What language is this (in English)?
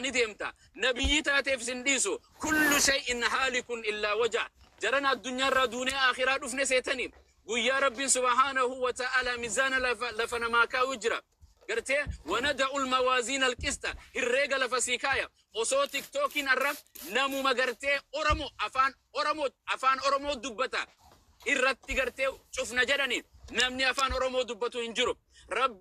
Oromo